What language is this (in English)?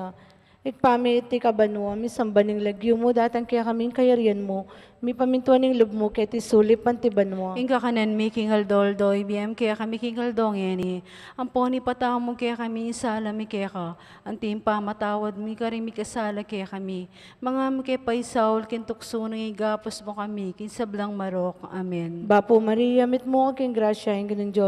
Pampanga